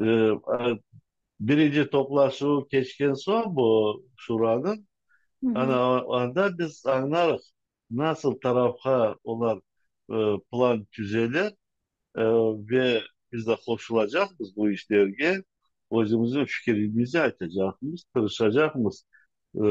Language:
Crimean Tatar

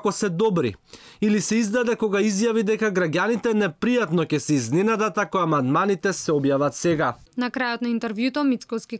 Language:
Macedonian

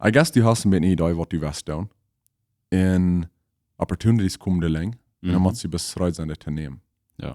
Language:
Plautdietsch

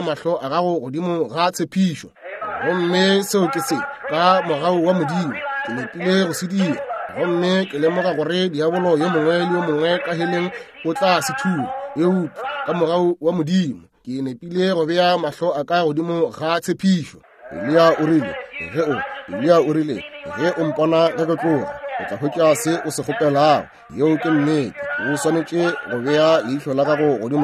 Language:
Northern Sotho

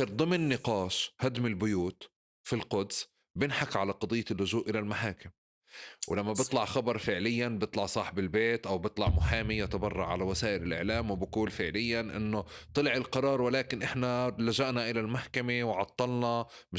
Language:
North Levantine Arabic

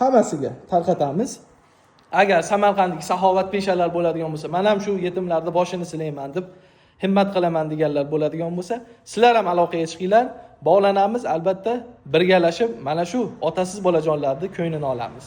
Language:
Uzbek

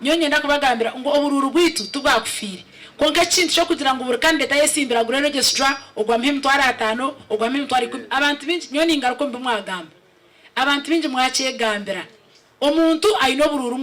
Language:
Nyankole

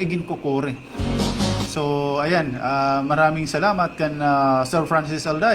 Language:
Waray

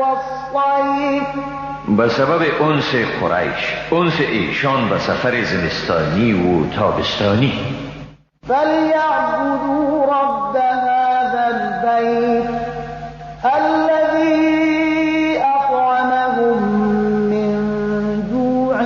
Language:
Persian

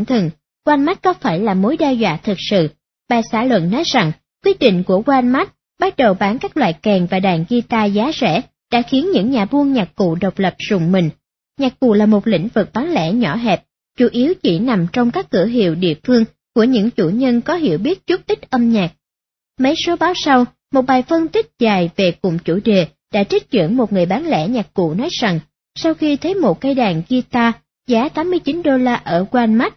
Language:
Vietnamese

